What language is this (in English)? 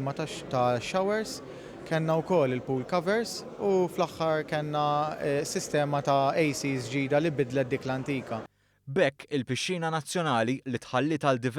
Maltese